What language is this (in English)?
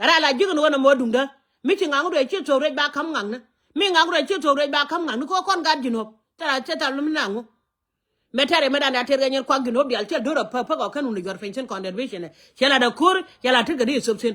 Nuer